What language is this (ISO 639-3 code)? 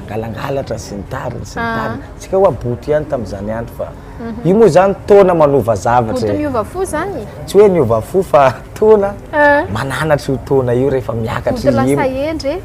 mlg